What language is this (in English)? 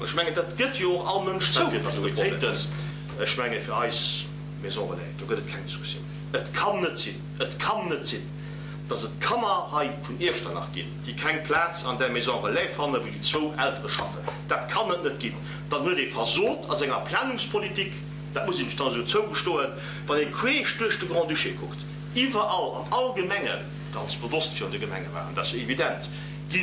Luxembourgish